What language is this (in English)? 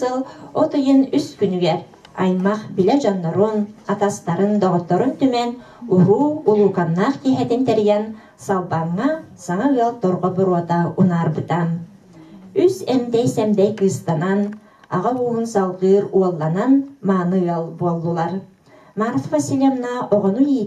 Yakut